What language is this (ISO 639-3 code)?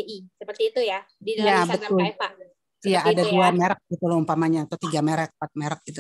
ind